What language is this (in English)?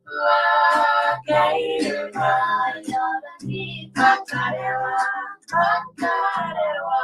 Māori